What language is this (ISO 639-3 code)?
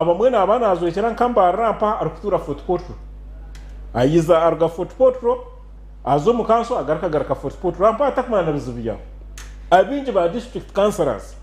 nyn